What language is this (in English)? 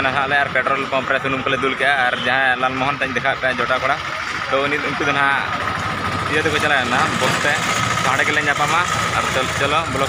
Santali